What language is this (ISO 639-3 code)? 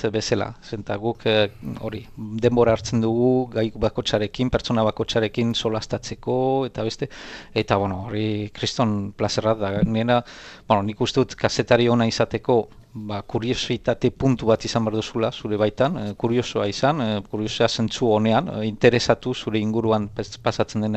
eus